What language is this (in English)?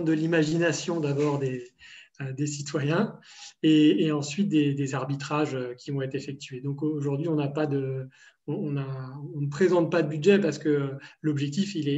French